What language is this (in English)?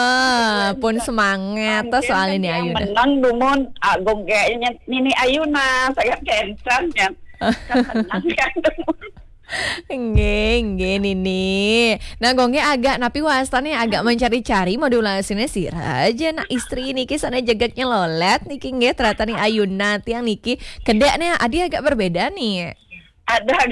Balinese